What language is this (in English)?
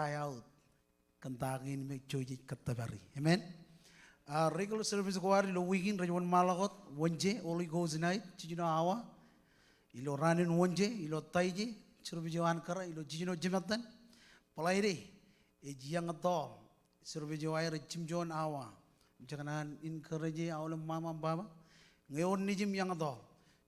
Marshallese